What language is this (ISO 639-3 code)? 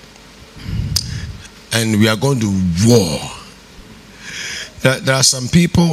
eng